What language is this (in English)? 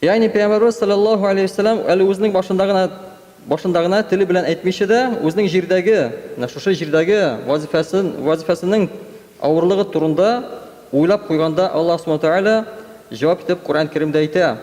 Tatar